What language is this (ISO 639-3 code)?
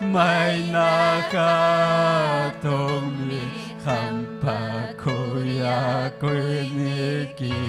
quy